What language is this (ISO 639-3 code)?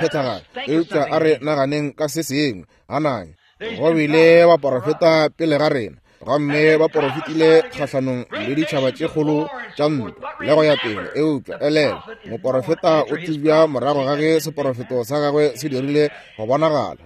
nso